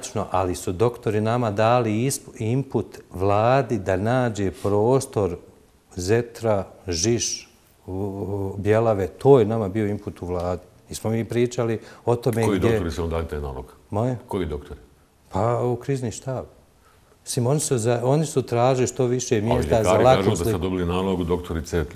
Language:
Bosnian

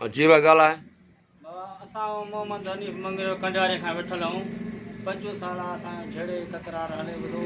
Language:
Sindhi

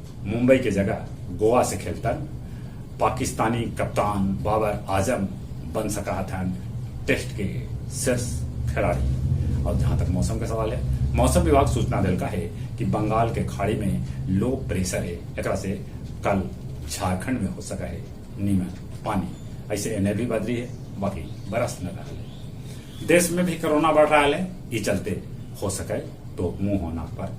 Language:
Magahi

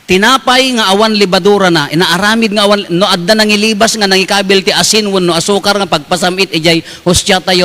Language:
Iloko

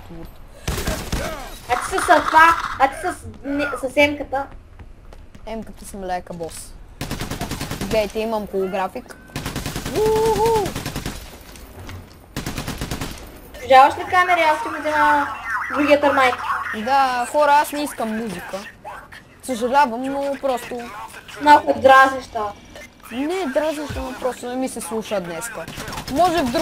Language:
Bulgarian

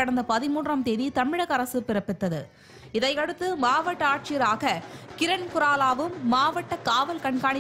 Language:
Tamil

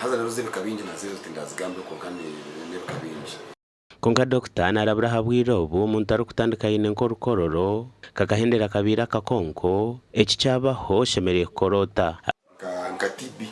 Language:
Nyankole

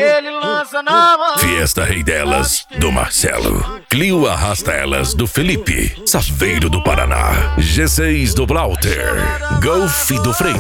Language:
Portuguese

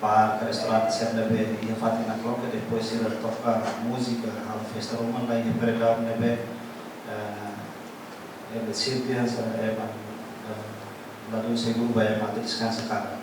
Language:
Tetum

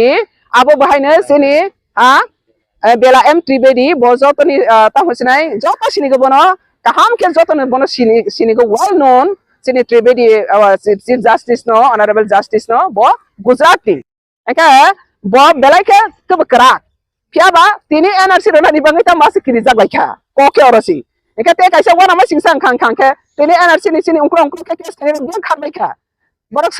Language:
Riang (India)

